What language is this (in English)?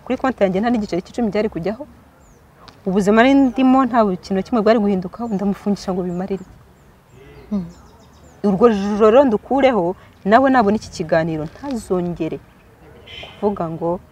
Kinyarwanda